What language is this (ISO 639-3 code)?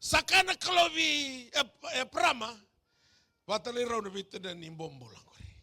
fij